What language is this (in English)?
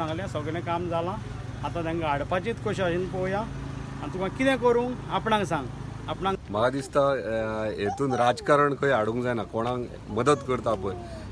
Konkani